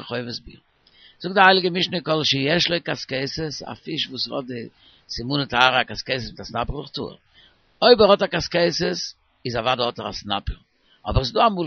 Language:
Yiddish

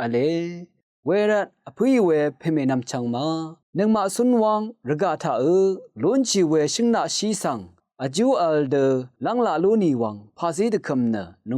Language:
Rawang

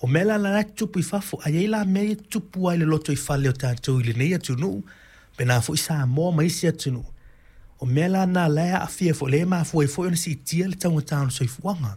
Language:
Samoan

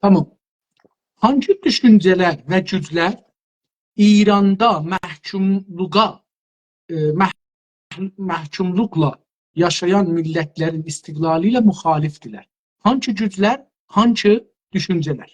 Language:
South Azerbaijani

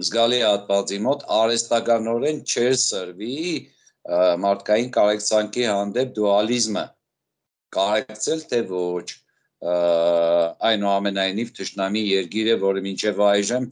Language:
Armenian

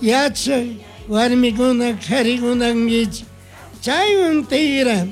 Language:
Chimborazo Highland Quichua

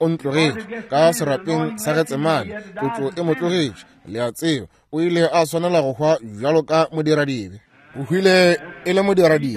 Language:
Northern Sotho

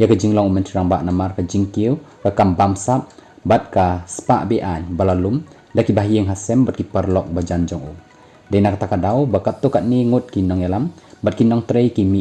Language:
Khasi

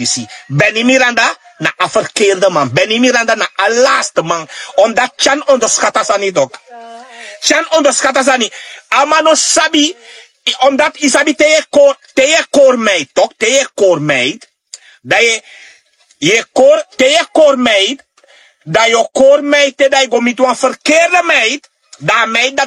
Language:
Sranan Tongo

